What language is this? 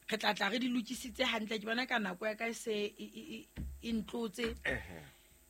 Southern Sotho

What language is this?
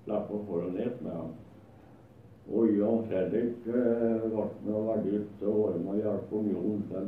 Norwegian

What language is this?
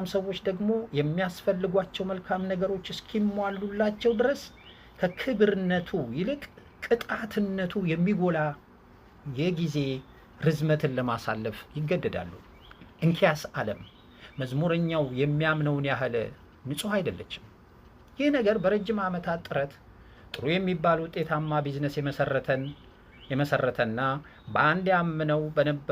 Amharic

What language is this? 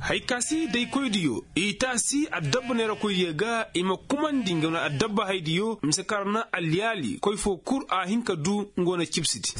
Koyraboro Senni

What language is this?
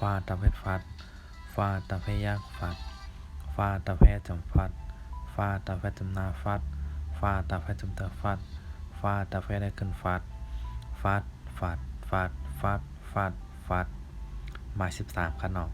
Shan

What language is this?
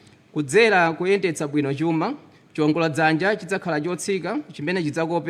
Nyanja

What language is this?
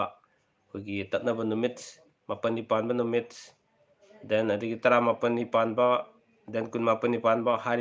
Manipuri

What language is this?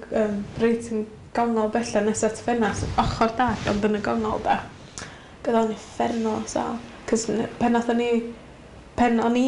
Welsh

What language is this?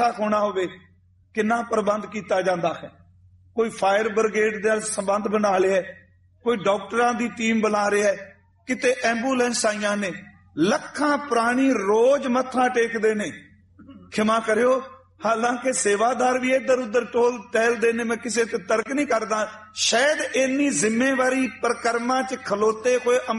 Punjabi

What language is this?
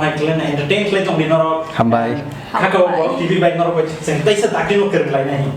Kok Borok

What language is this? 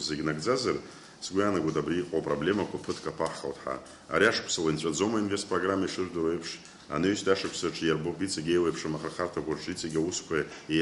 Abkhazian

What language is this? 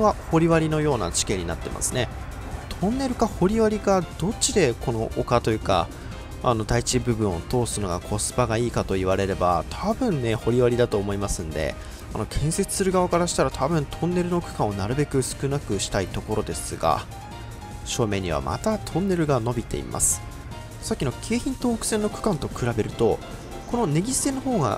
Japanese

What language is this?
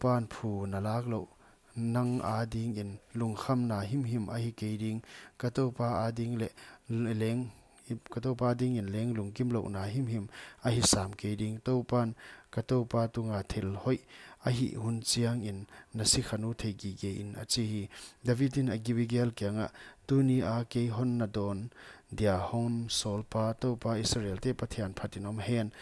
Paite Chin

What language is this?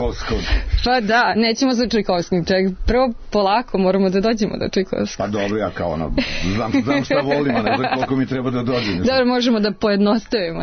Serbian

